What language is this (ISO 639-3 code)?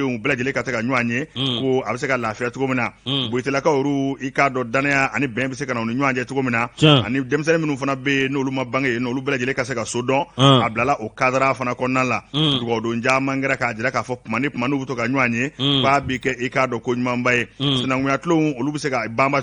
bam